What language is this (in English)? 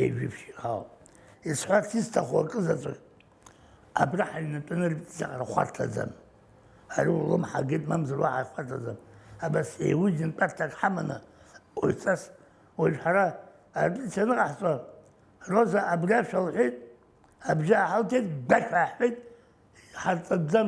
Abkhazian